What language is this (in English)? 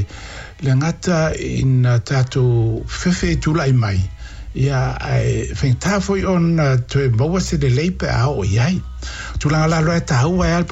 Samoan